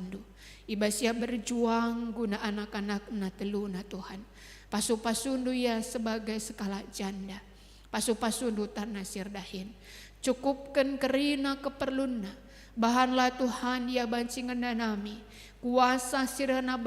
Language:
Batak Karo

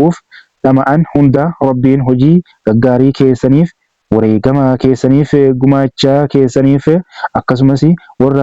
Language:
Oromo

